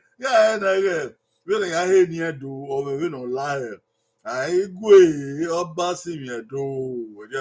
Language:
Bini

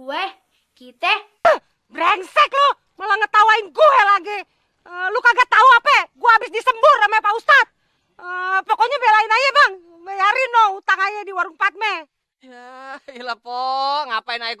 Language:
Betawi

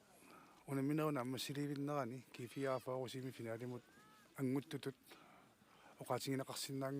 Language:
Kalaallisut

